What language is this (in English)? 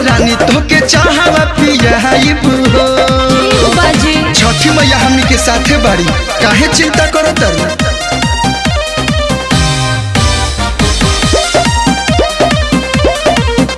Bhojpuri